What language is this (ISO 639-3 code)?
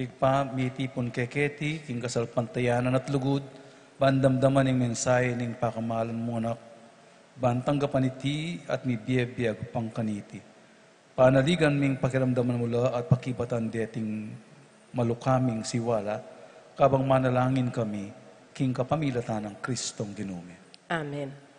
pam